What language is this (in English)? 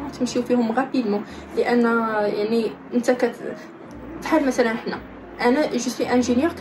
Moroccan Arabic